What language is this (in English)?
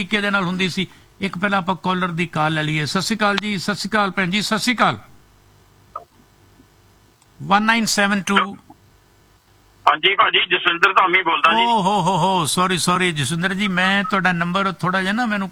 Punjabi